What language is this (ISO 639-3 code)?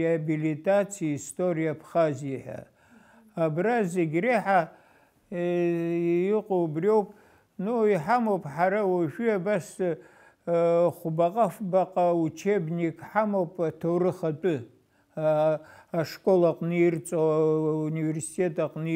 abk